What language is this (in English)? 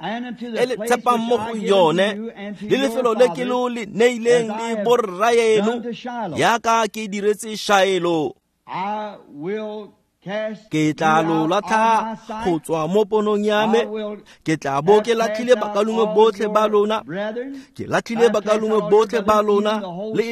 Tswana